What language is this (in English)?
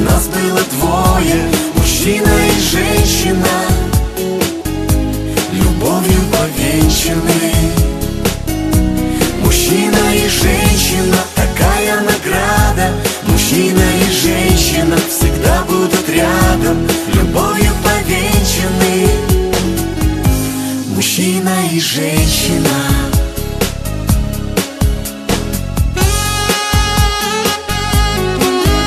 Russian